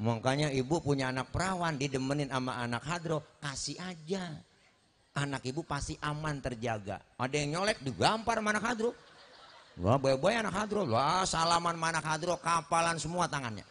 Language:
Betawi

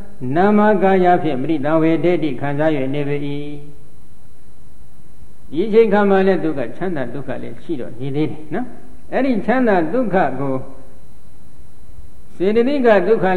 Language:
Burmese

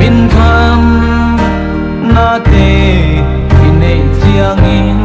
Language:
Paite Chin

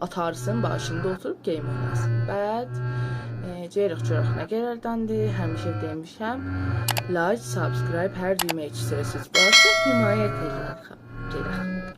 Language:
South Azerbaijani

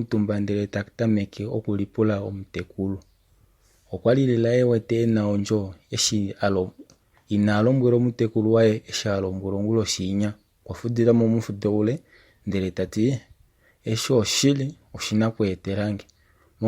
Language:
Kuanyama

